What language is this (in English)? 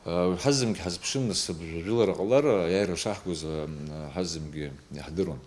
Abkhazian